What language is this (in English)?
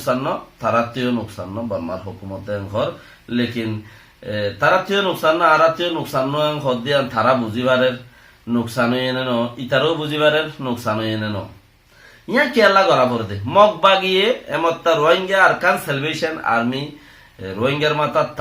Rohingya